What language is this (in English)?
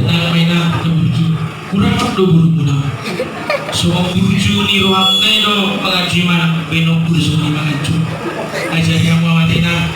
Batak Toba